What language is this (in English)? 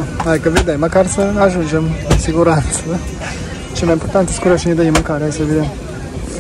Romanian